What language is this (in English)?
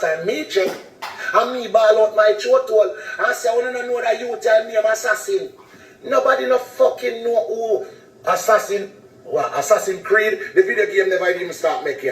Jamaican Creole English